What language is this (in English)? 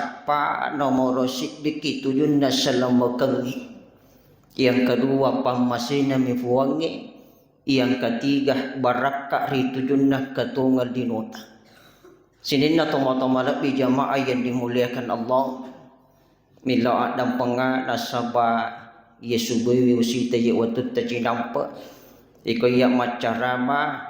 Buginese